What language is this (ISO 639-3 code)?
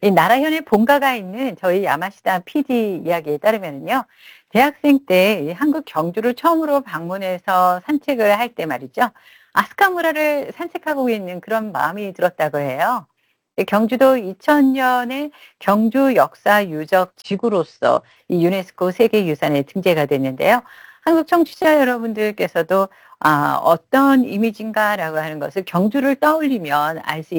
kor